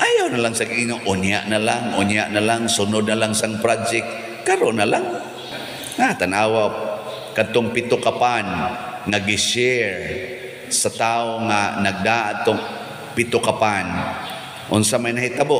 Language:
Cebuano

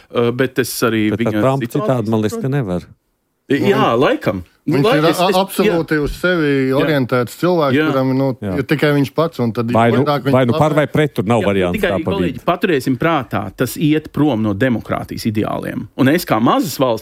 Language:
Latvian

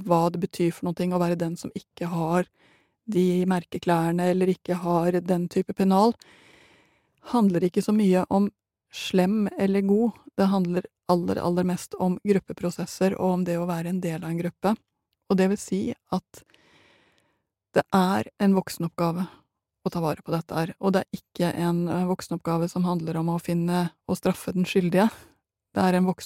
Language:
Norwegian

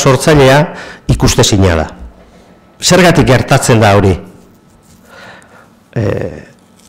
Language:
Basque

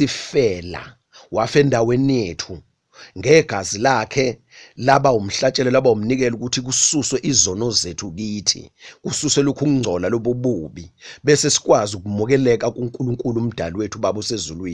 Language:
Zulu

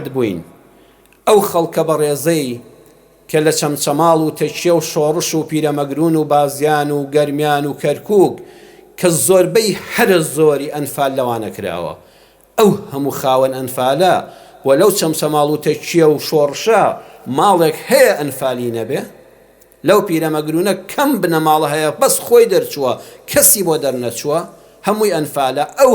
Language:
Central Kurdish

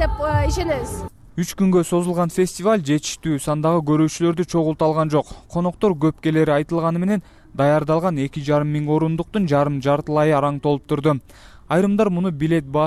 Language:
Kyrgyz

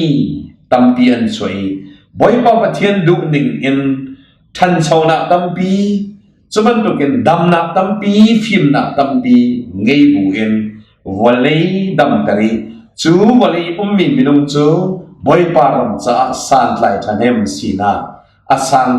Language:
Hakha Chin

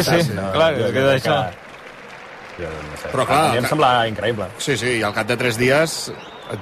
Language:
Catalan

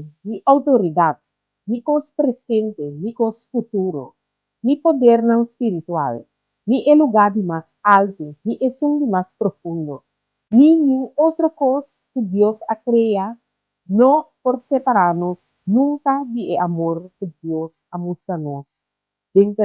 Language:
Papiamento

